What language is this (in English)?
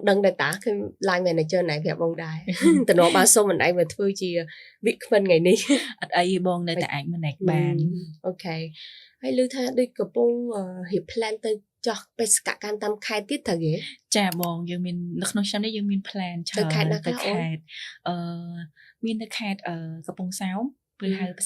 Khmer